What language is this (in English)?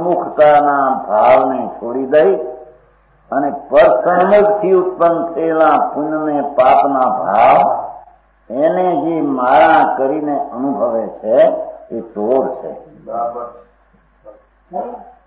Gujarati